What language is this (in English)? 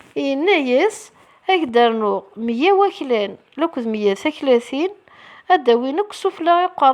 Kabyle